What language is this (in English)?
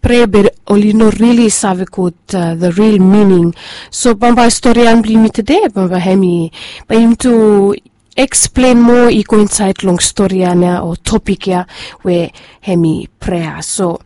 Bislama